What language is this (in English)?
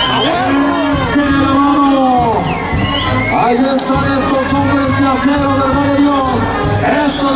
Spanish